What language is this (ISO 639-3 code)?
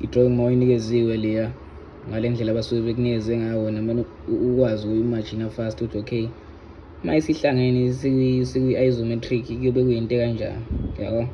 zul